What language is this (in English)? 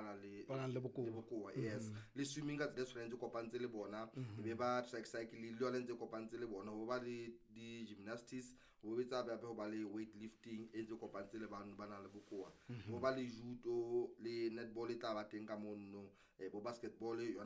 Southern Sotho